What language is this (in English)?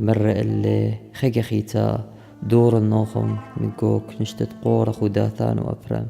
Assyrian Neo-Aramaic